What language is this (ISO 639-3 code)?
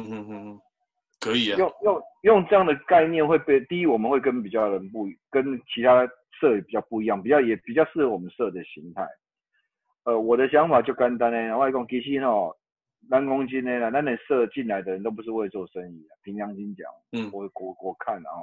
zho